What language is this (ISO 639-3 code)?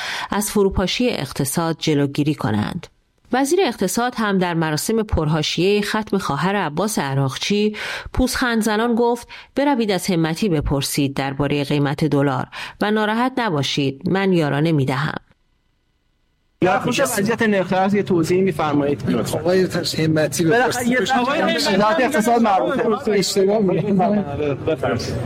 fas